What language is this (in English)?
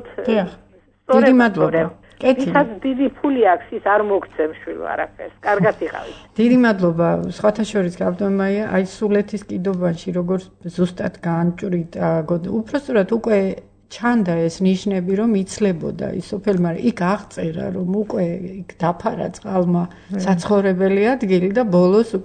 Georgian